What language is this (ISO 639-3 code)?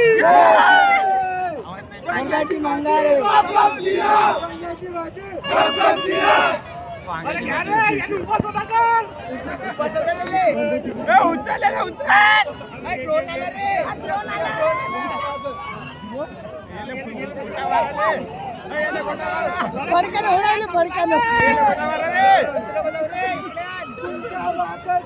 mar